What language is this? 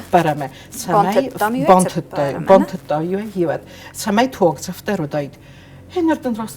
Ossetic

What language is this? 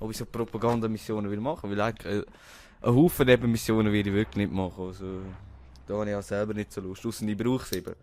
Swiss German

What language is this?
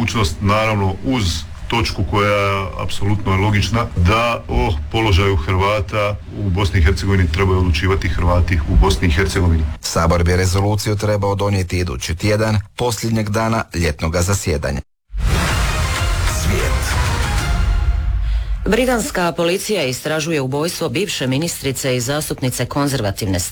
Croatian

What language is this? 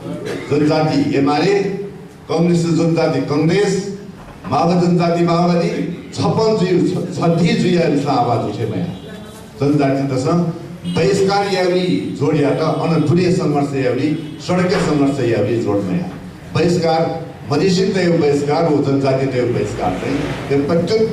Newari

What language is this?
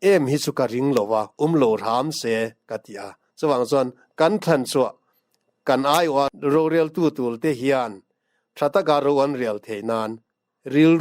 Mizo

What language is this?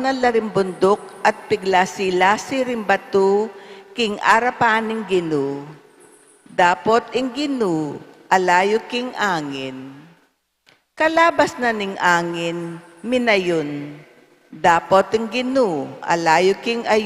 Pampanga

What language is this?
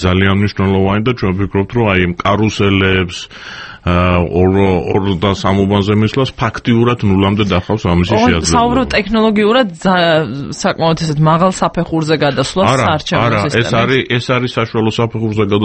Georgian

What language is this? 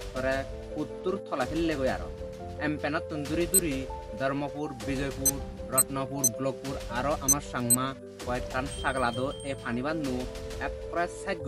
Chakma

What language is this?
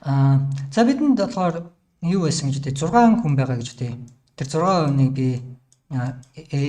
Mongolian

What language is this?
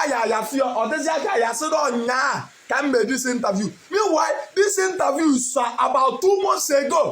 Igbo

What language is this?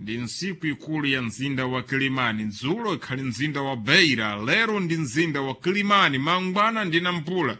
Sena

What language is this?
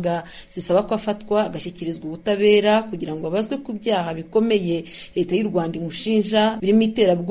Kinyarwanda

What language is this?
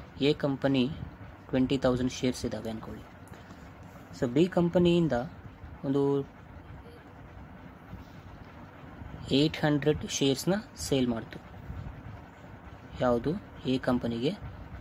Kannada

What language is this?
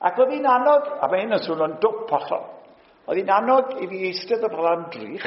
Welsh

